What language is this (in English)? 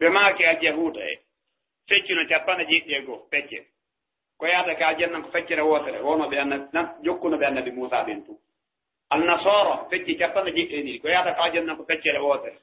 Fula